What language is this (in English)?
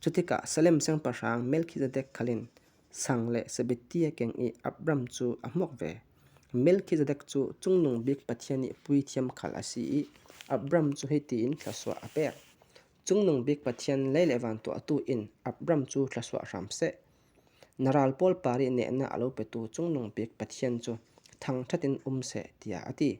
Falam Chin